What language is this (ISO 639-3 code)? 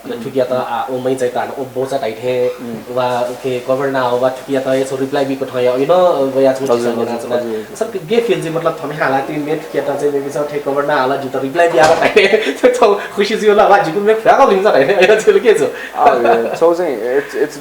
new